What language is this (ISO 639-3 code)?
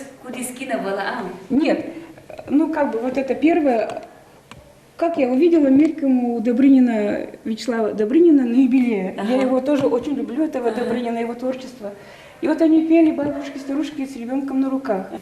udm